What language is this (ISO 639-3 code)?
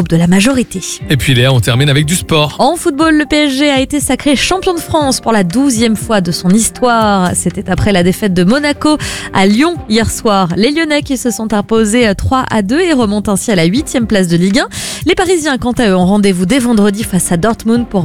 fra